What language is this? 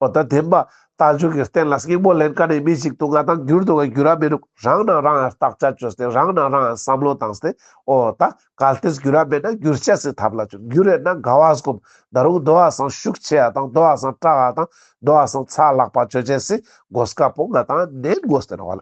Ladakhi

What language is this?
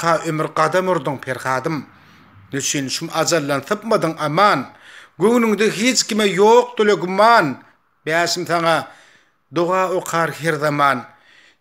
Turkmen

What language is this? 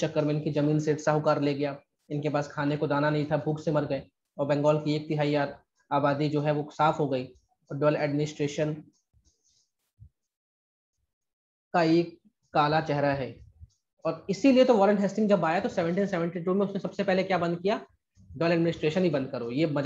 Hindi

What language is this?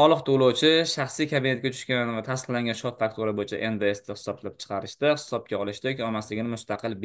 Uzbek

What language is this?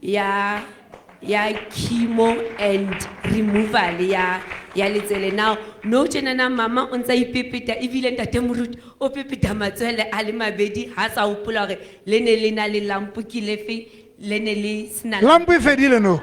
Southern Sotho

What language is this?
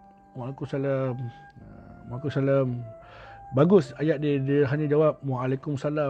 Malay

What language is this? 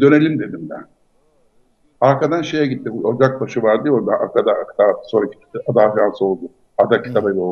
Turkish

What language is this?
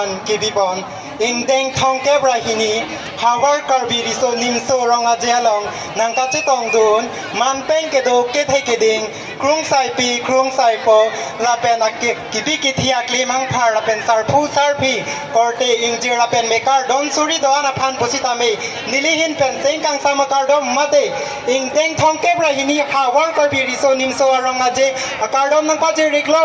Karbi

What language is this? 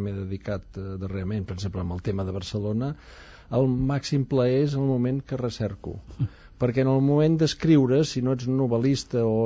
Catalan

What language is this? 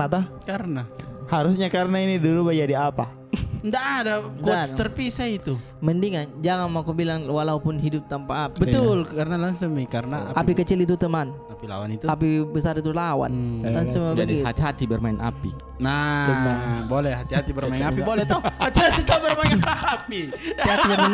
Makassar Malay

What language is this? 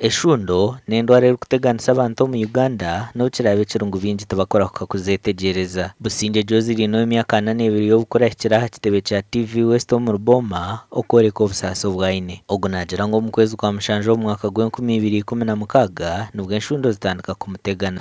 Nyankole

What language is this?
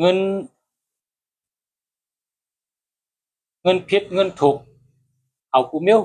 Shan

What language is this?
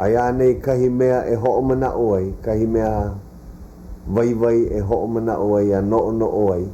Hawaiian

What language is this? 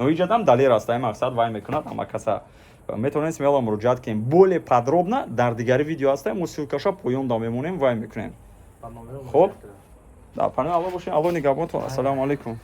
Tajik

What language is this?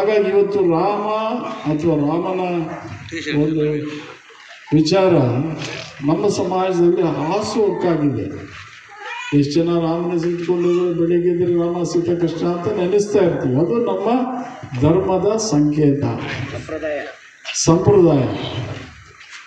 Kannada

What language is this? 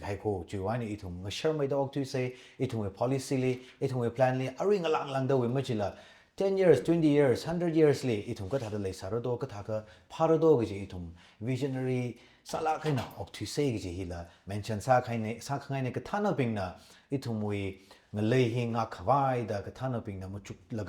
Tangkhul Naga (India)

